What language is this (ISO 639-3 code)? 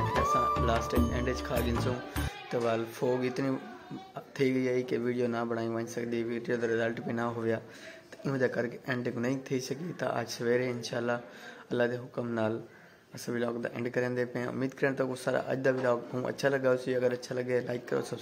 skr